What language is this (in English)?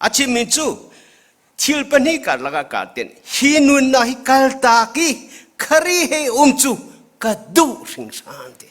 Hakha Chin